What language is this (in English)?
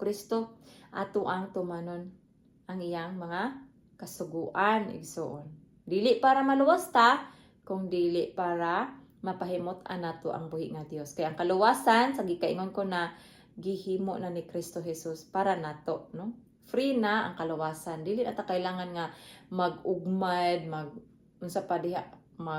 Cebuano